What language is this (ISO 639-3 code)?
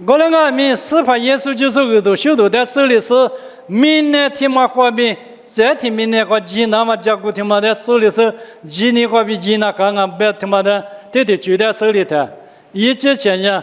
lis